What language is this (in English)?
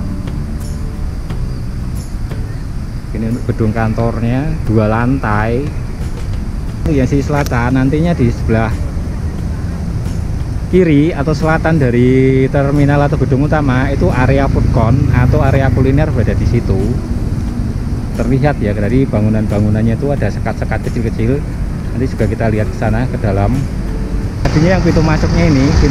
Indonesian